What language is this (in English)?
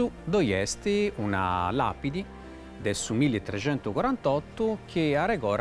Sardinian